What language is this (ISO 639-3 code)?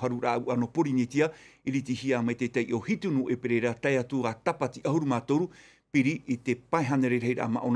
tah